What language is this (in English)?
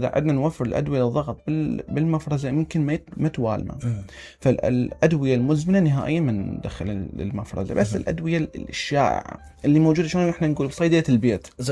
Mesopotamian Arabic